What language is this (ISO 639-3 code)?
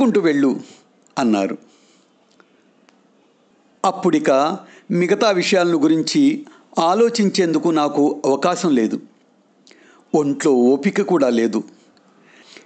tel